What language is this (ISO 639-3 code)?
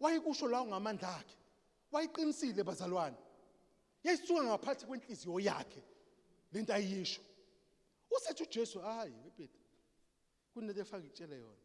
zul